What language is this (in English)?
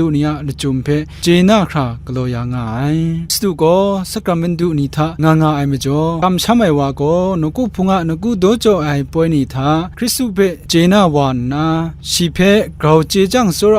Kachin